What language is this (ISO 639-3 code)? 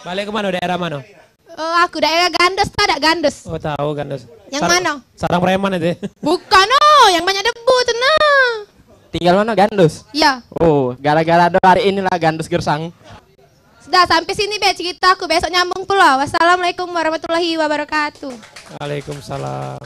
mui